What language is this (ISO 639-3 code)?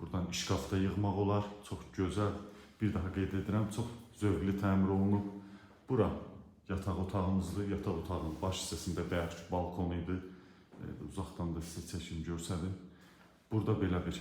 aze